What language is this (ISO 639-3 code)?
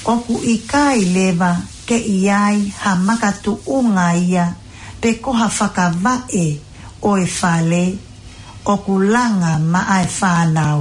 ton